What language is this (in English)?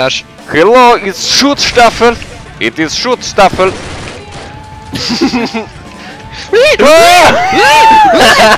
Norwegian